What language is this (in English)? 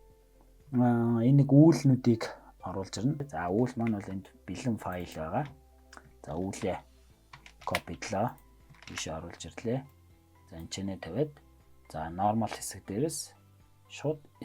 Mongolian